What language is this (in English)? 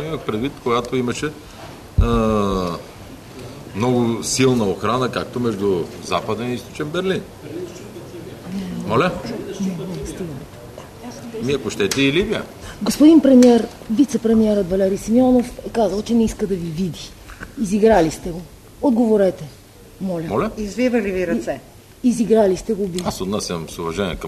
Bulgarian